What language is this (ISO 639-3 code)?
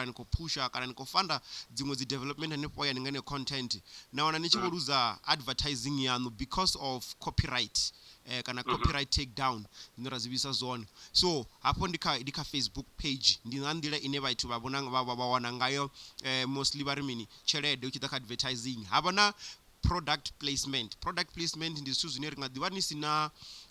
ven